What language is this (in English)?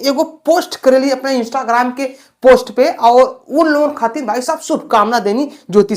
Bhojpuri